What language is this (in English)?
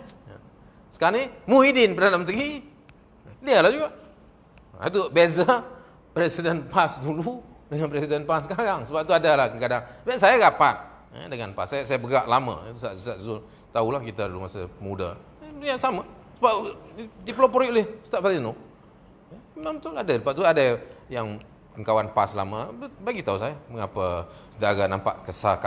Malay